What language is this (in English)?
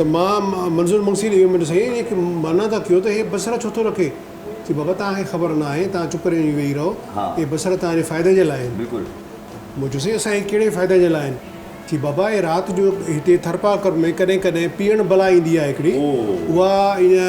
Sindhi